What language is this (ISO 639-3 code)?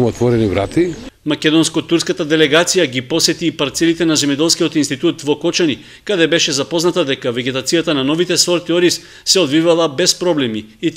mkd